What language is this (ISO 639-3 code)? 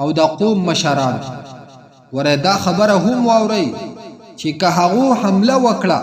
pus